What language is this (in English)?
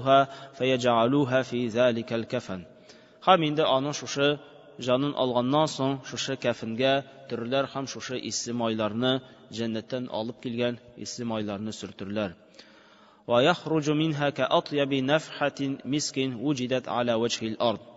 Tatar